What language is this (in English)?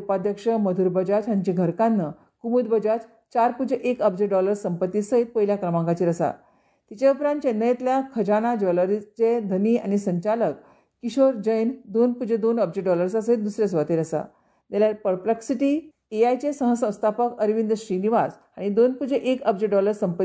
Konkani